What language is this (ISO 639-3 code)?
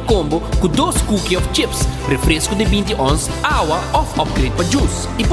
pap